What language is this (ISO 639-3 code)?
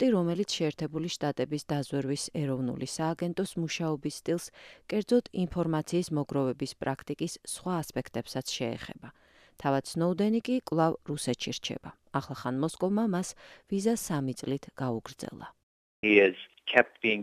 kat